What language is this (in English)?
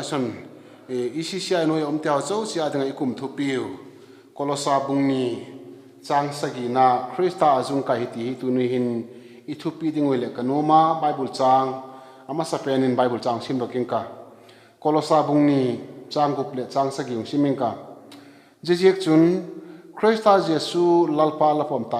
Vaiphei